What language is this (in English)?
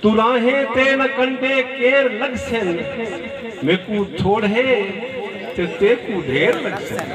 Saraiki